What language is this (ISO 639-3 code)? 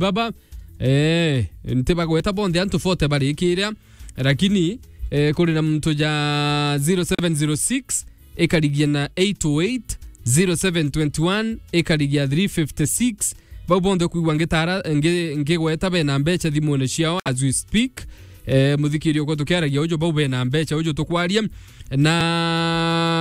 mer